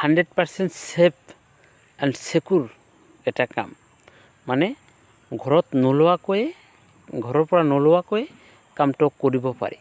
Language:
Assamese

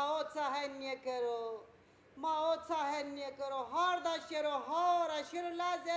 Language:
Zaza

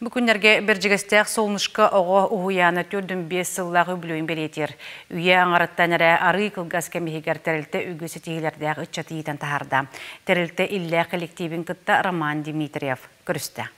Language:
Yakut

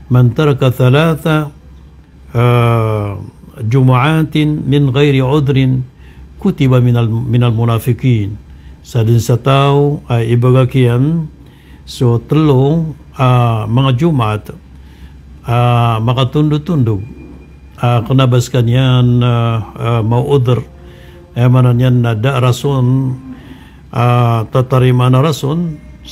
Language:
Maranao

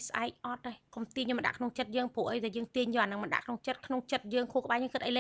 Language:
Khmer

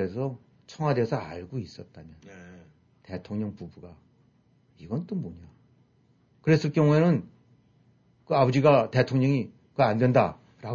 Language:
Korean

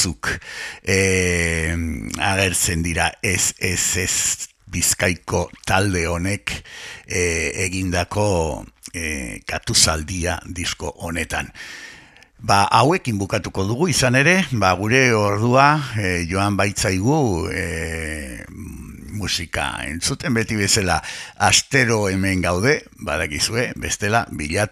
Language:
Basque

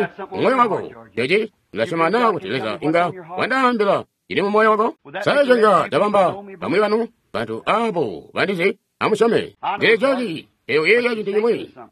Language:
Tonga (Zambia)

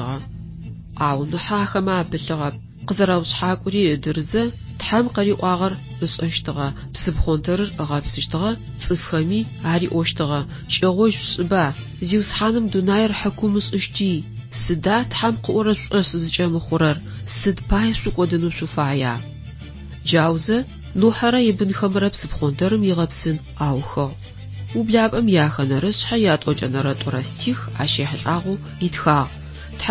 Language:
Adyghe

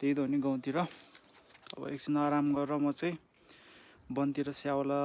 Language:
Nepali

